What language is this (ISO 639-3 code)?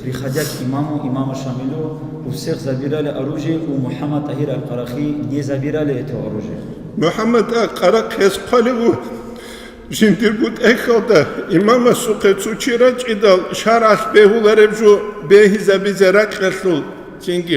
ava